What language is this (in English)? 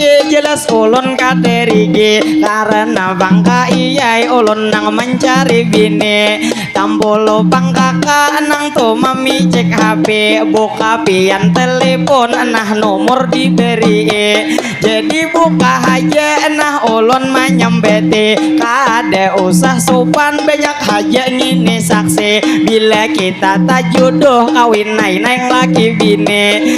Banjar